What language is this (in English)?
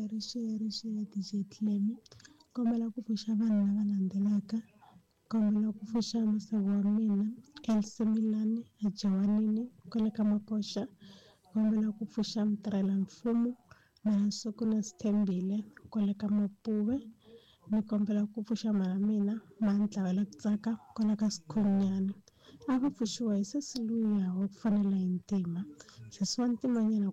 Tsonga